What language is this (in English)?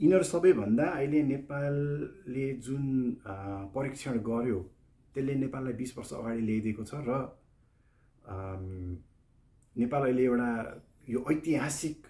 Nepali